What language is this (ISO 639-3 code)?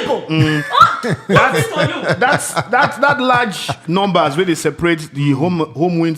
pcm